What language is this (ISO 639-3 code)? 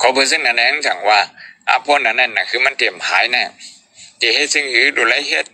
shn